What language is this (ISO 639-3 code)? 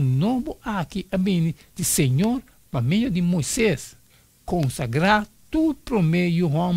pap